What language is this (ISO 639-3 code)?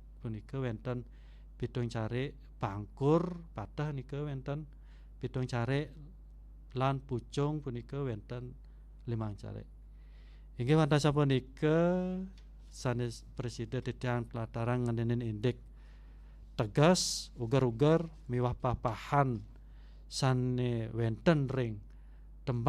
ban